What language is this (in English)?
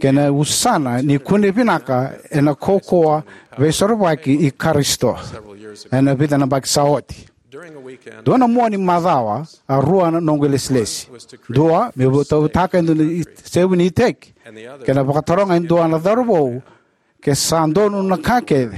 Fijian